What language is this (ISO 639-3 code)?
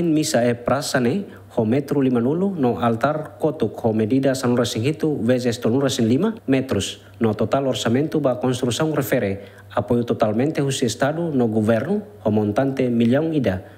tet